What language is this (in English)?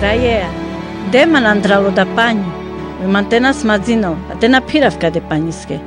Carpathian Romani